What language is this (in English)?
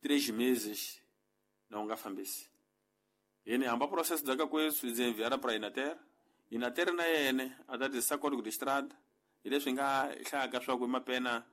Tsonga